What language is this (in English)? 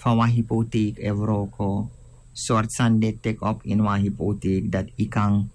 Sranan Tongo